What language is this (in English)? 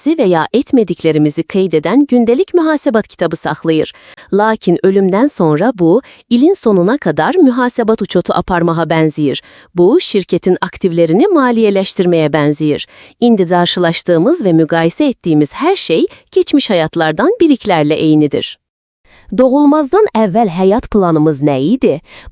Azerbaijani